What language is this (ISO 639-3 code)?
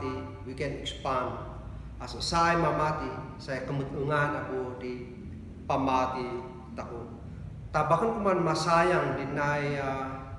kne